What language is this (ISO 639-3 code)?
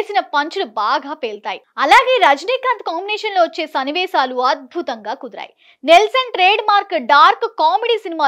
tel